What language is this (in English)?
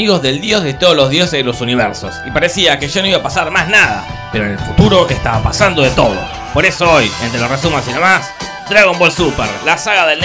Spanish